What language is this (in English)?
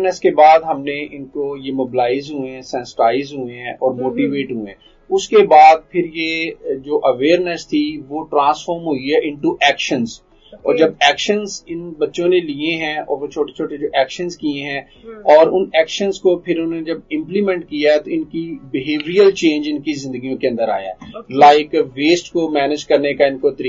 Urdu